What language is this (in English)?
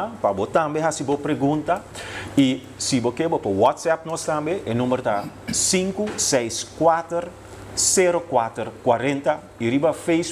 Papiamento